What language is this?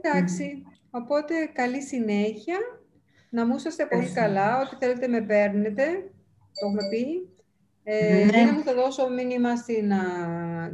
Greek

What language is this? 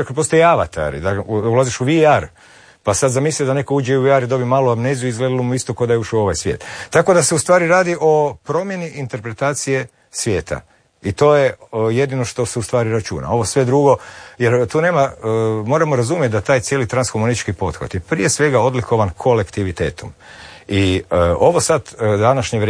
Croatian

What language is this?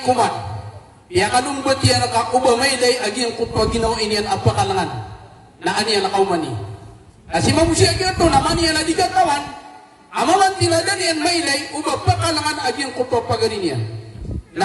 Maranao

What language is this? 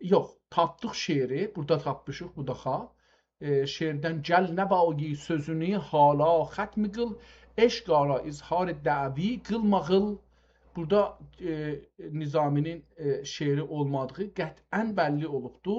South Azerbaijani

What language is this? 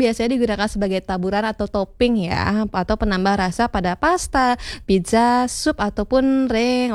Balinese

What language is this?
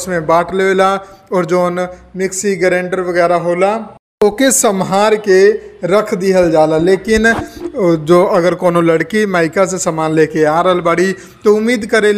Bhojpuri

